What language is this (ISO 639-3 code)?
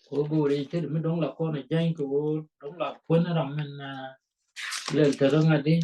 nus